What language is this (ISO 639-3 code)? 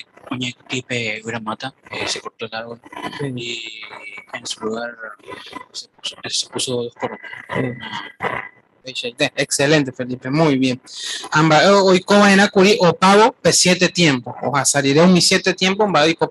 grn